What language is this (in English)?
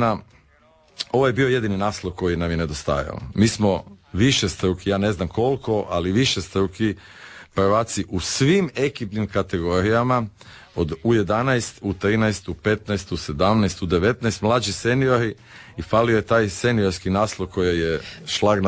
Croatian